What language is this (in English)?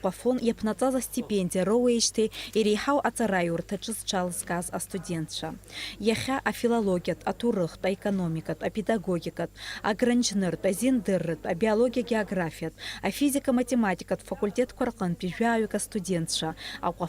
Abkhazian